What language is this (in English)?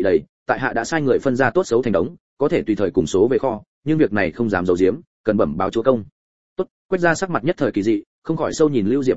Vietnamese